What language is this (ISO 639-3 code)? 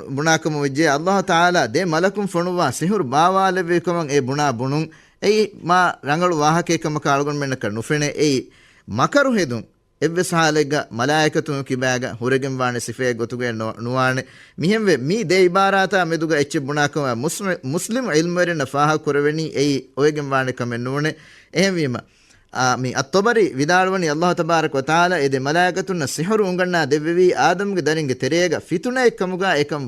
div